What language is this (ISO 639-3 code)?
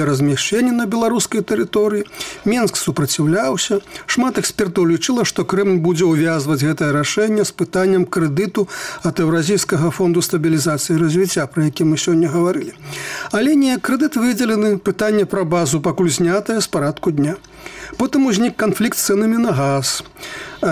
bel